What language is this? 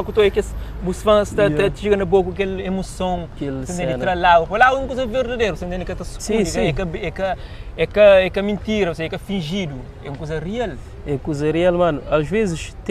Kabuverdianu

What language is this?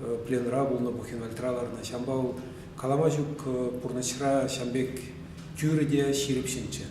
Chuvash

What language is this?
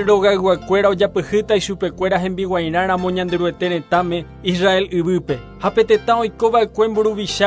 Guarani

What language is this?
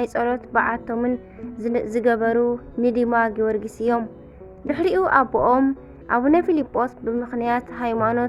Tigrinya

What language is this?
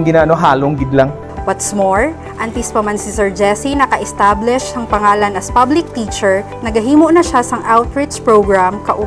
Hiligaynon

